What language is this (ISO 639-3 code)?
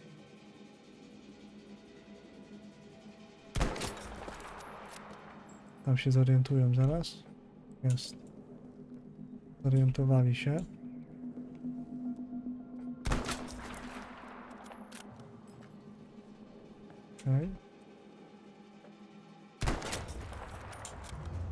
pol